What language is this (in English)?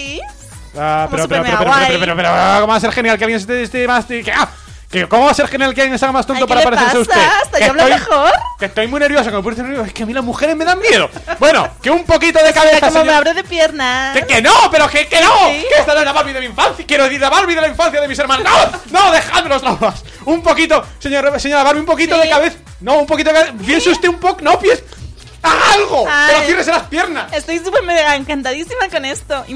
Spanish